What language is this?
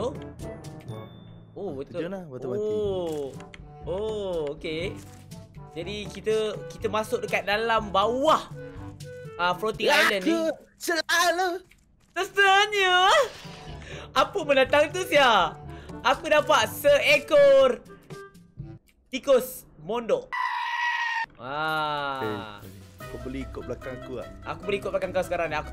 Malay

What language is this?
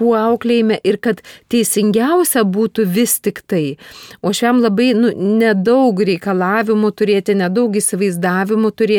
Lithuanian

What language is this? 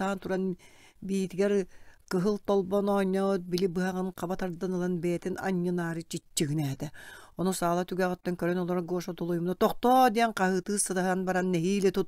Yakut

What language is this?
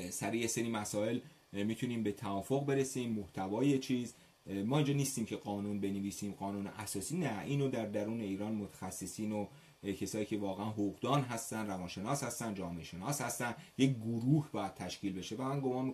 Persian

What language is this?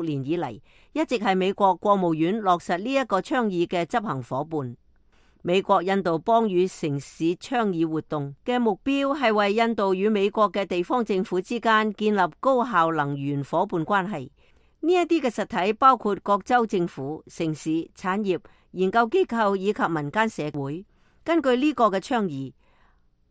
Cantonese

